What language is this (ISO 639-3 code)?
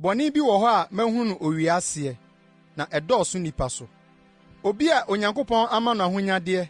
aka